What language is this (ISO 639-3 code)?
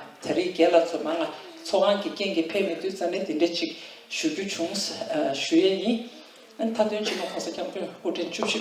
bod